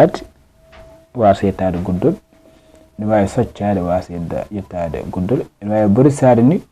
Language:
Fula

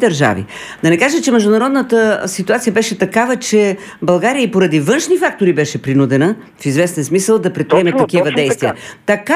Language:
Bulgarian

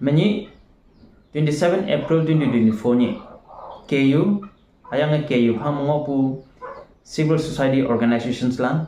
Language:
Konyak Naga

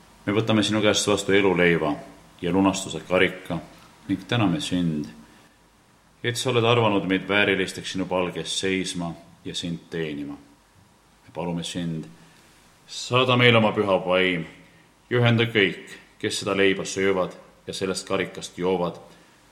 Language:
Estonian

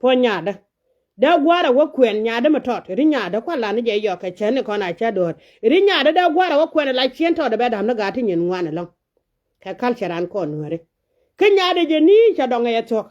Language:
Nuer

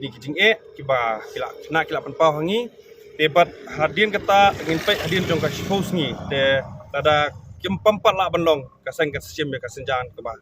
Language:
Khasi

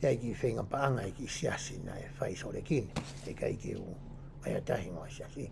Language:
Tongan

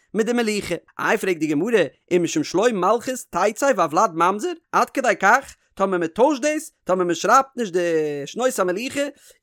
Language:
Yiddish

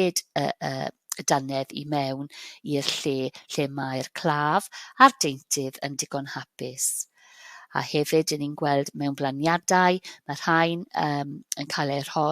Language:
Welsh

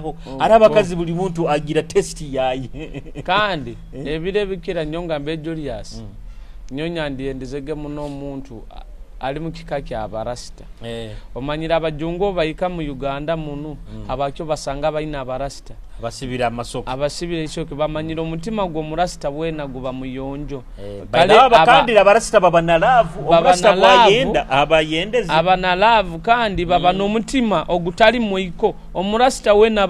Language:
Nyoro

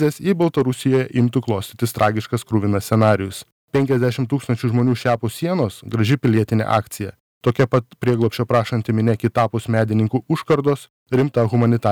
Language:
Lithuanian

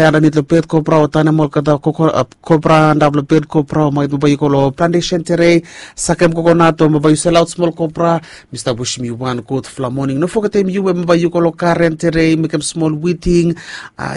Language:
Bislama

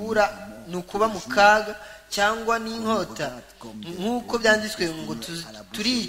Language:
Kinyarwanda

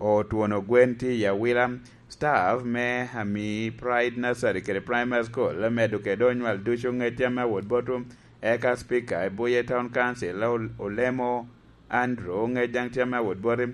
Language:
Lango (Uganda)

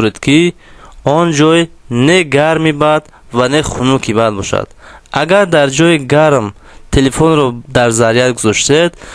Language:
Tajik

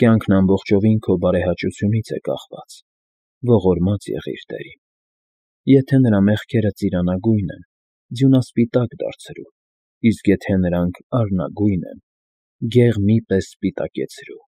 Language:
Armenian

